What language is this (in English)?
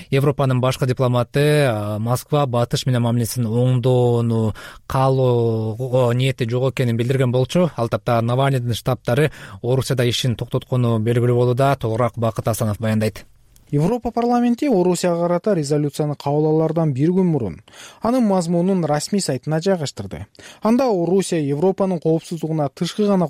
Kyrgyz